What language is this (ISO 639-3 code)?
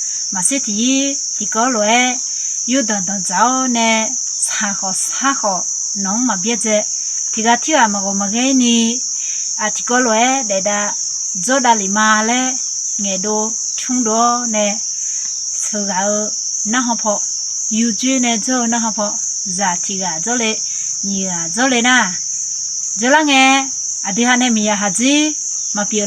ahk